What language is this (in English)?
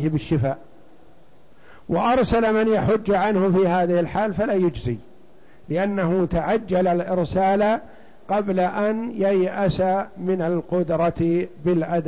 Arabic